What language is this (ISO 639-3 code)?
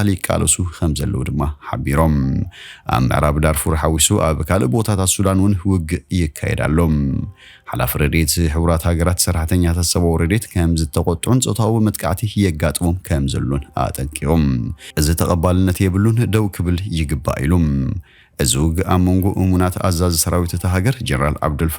tir